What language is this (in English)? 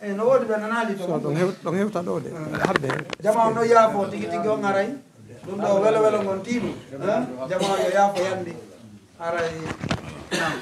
Pular